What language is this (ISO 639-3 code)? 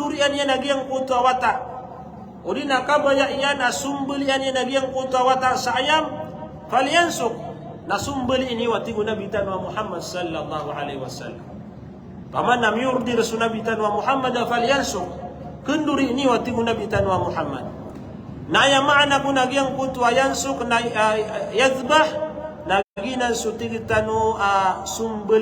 mrw